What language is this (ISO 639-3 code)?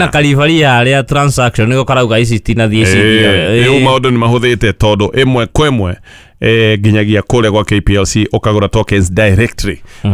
kik